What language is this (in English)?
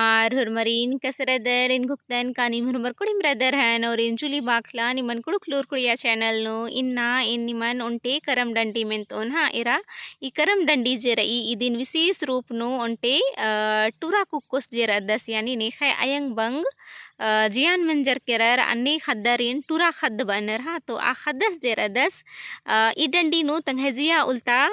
Kurukh